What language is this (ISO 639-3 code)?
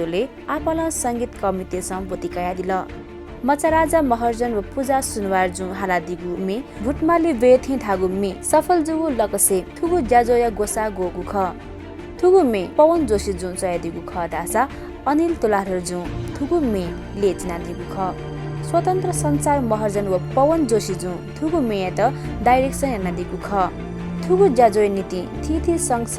new